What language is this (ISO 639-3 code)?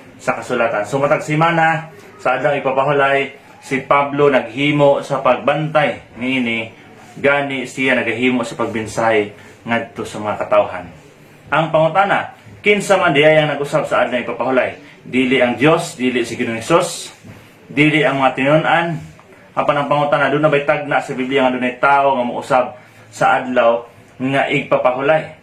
ceb